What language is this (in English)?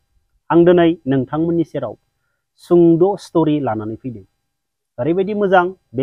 Bodo